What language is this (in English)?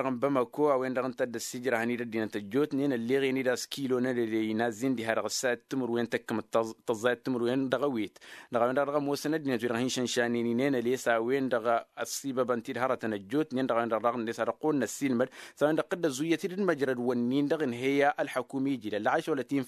Tamasheq